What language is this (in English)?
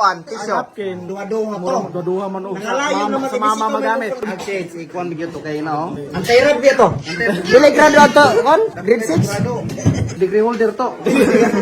Cebuano